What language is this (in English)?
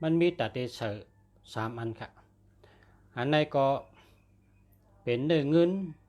Shan